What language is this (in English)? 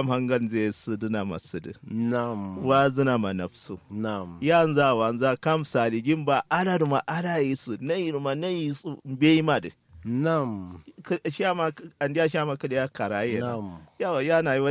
Kanuri